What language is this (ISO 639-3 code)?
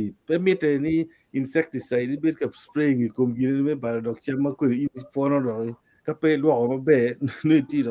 ach